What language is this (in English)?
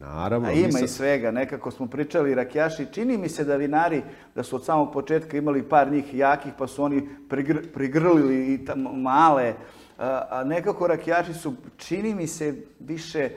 Serbian